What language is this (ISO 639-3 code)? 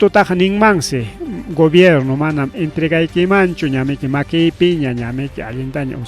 quy